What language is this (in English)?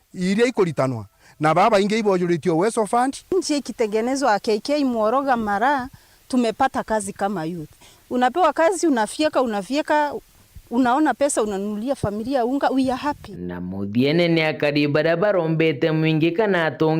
Meru